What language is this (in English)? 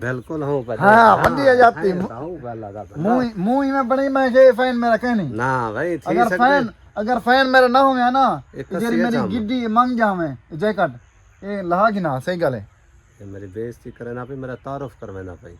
Saraiki